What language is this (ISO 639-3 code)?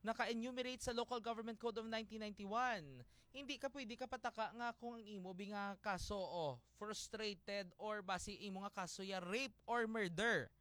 hil